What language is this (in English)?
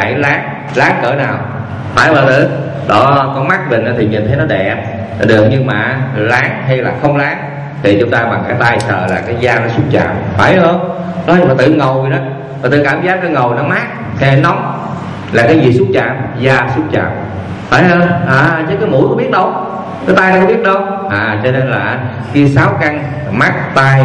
Vietnamese